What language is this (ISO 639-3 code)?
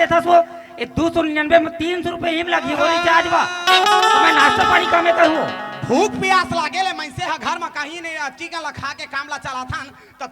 hne